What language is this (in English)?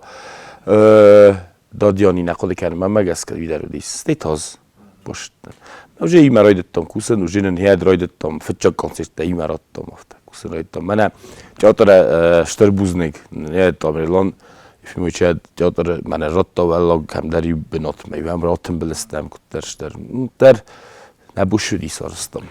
Ossetic